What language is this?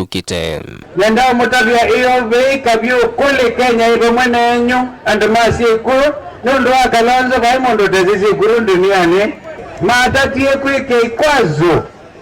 Kamba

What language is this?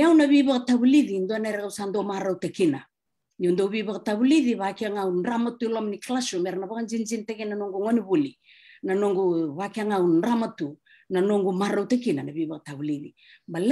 Fijian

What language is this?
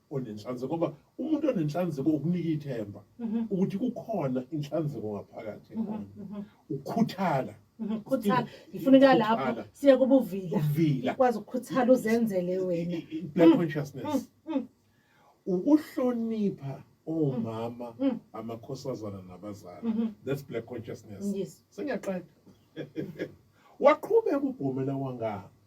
Zulu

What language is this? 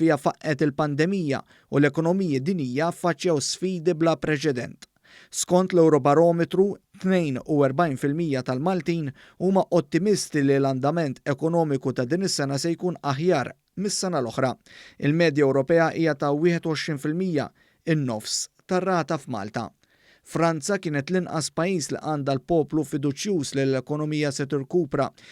Maltese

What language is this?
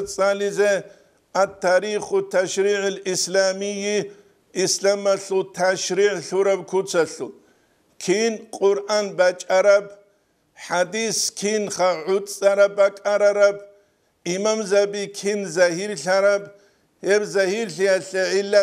Avaric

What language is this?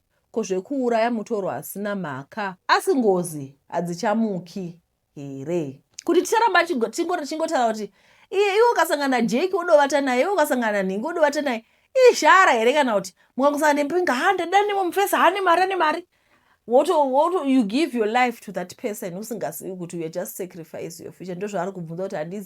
Shona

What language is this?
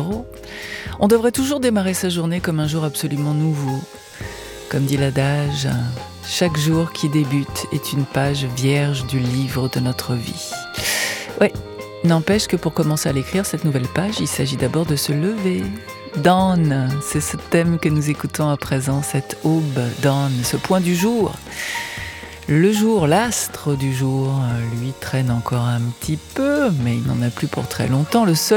French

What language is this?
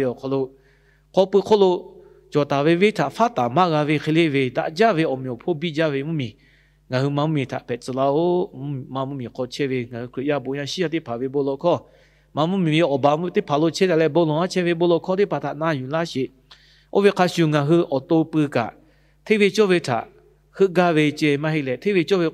Lahu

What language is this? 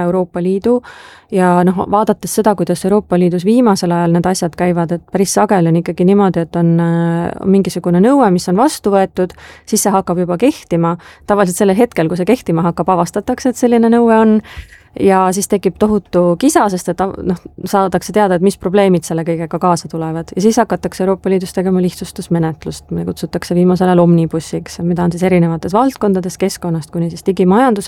Estonian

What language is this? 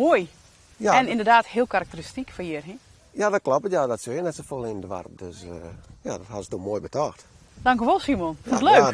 Western Frisian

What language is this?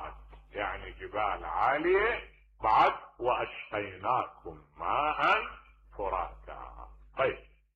Mesopotamian Arabic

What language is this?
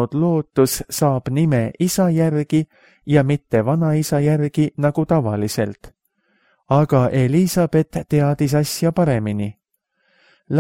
Estonian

